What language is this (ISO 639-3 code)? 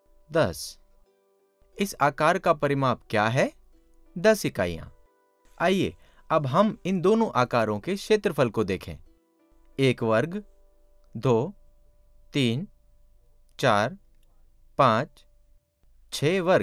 hin